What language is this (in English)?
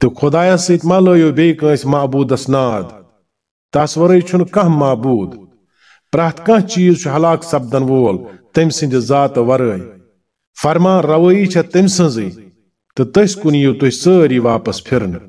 Kashmiri